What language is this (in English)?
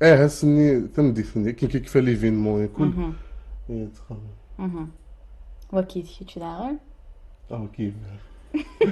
Kabyle